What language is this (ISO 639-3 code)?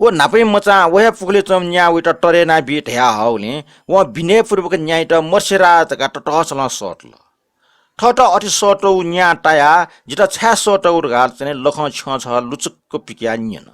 new